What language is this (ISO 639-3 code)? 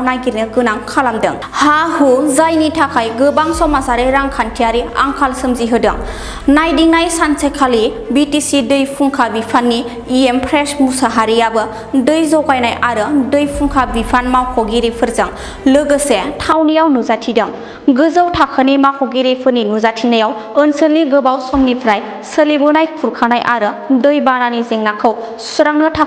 brx